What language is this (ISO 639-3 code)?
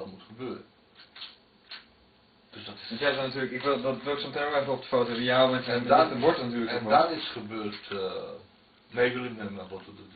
nld